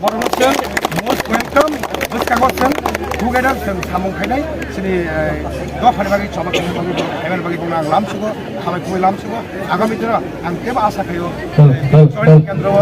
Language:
Kok Borok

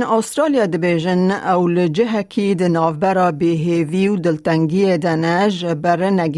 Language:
Kurdish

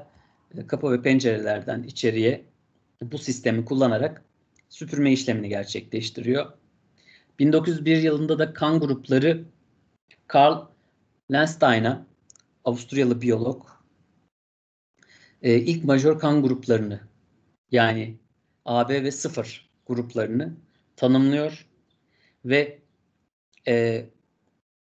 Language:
Turkish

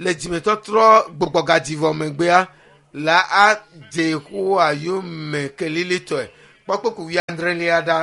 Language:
Ewe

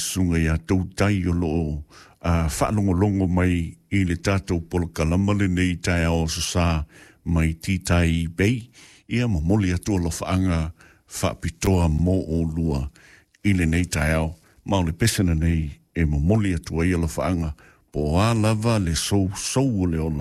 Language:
Samoan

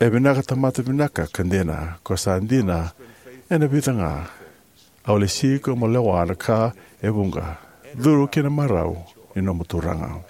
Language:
Fijian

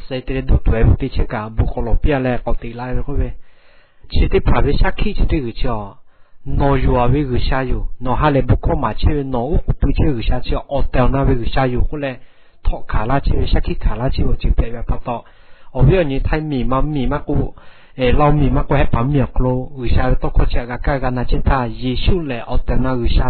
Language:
Lahu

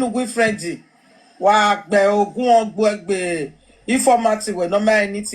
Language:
Nigerian Pidgin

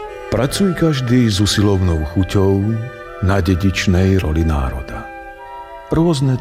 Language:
Slovak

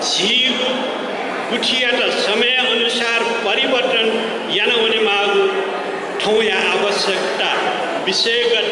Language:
Newari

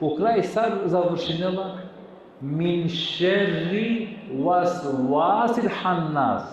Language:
Balkan Romani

